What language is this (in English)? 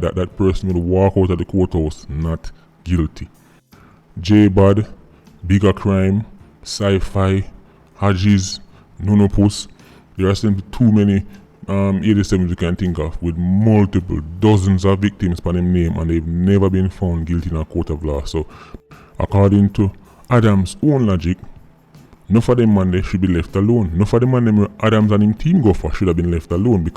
Jamaican Creole English